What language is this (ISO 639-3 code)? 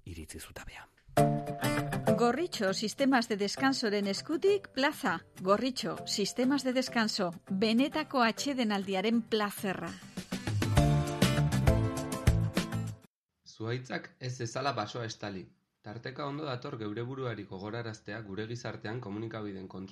eus